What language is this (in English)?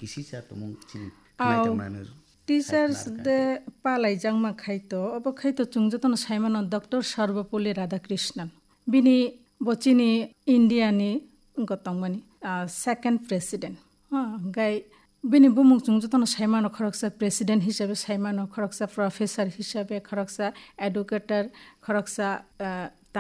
Kok Borok